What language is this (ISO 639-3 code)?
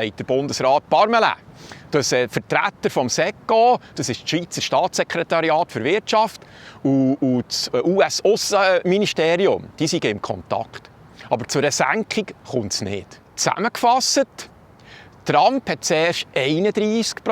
gsw